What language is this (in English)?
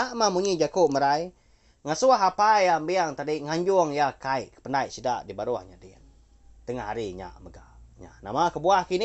Iban